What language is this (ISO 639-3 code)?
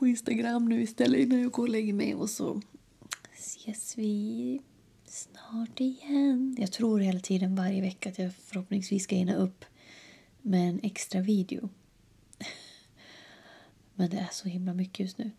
swe